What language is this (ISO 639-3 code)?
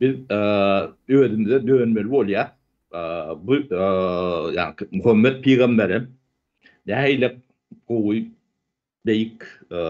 tuk